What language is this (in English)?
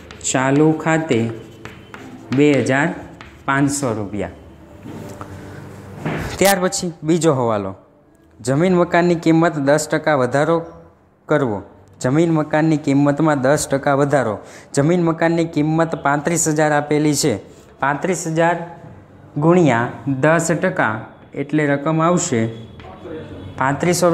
Gujarati